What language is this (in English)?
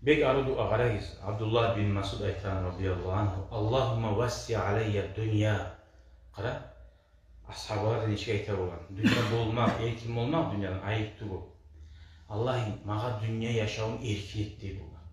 Kumyk